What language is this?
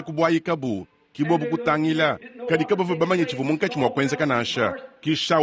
Luba-Lulua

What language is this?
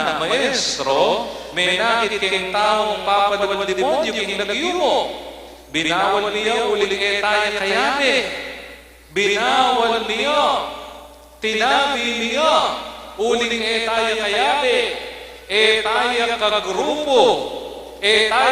Pampanga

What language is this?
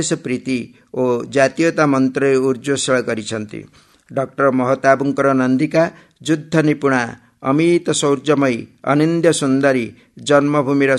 Odia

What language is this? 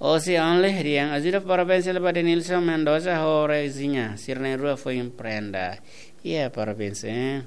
Tetum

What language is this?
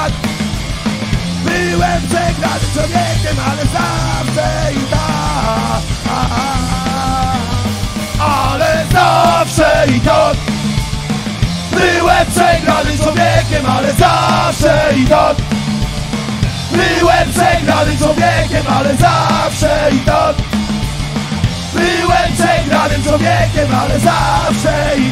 Polish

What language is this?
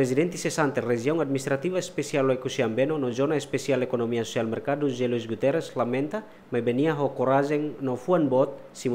Tetum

